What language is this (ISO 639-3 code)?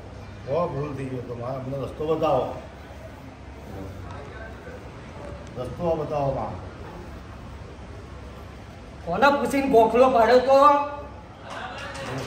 guj